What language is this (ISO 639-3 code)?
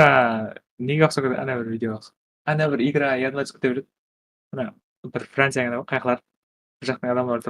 kaa